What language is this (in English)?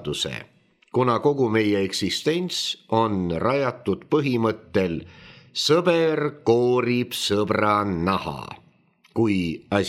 Estonian